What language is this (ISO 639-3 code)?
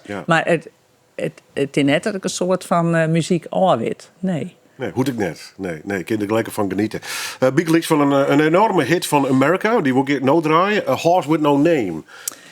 fry